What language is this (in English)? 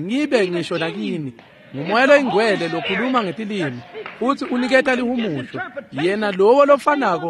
Swati